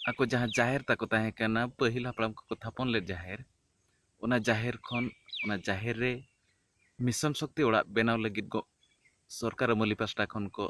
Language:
Santali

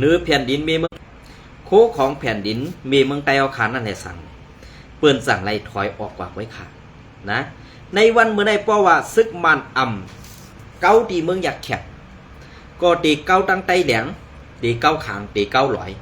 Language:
Shan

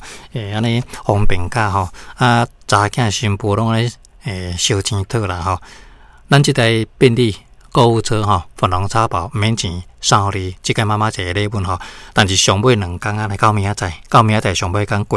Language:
Min Nan Chinese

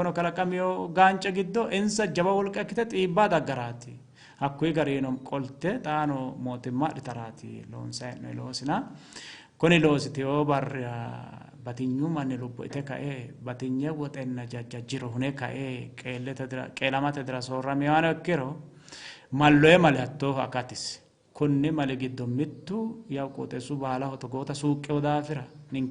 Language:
Sidamo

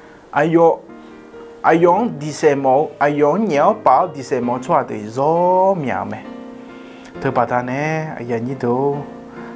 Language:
Akha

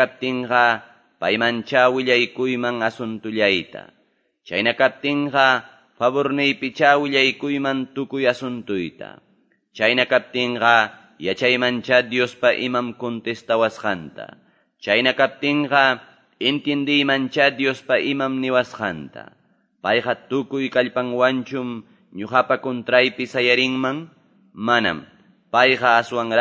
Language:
Quechua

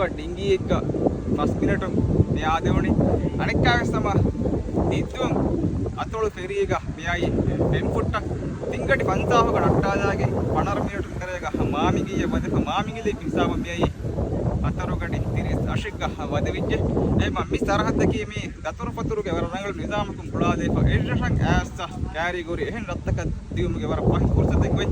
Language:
Divehi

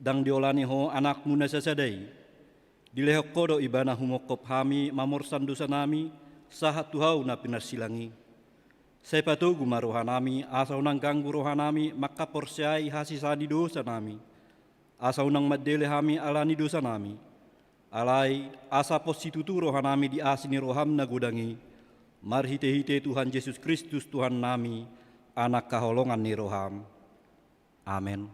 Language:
Batak Toba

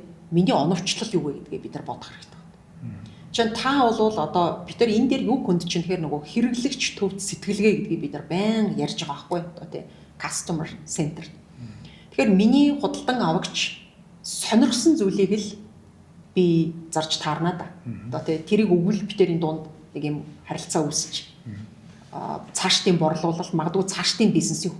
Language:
Mongolian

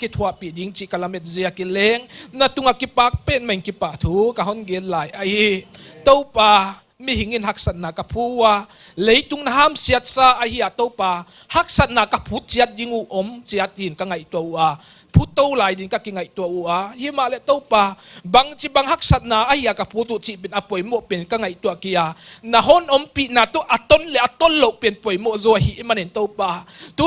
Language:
Paite Chin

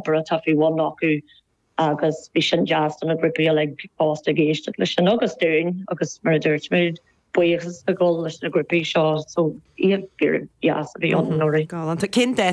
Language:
Irish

